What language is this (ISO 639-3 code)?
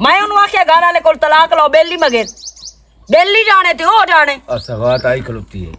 lah